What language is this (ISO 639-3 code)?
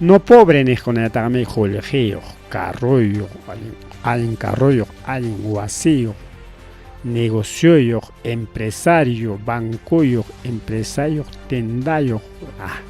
quy